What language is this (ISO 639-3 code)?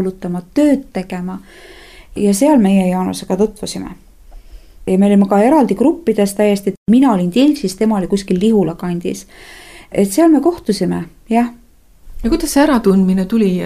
est